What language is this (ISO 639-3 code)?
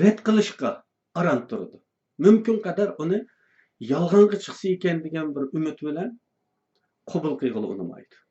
uig